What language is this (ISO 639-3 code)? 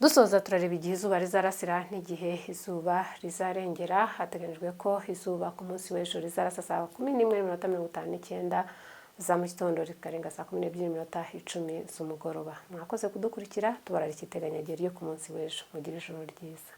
kin